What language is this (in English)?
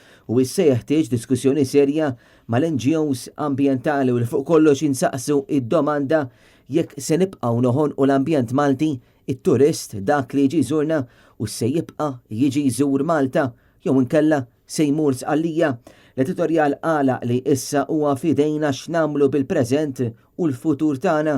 Maltese